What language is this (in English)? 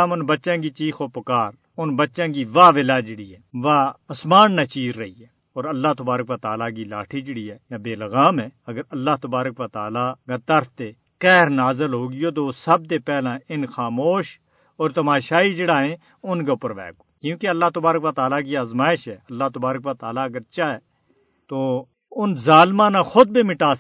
Gujari